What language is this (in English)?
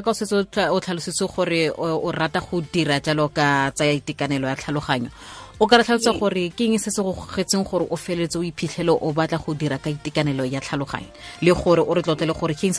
Tswana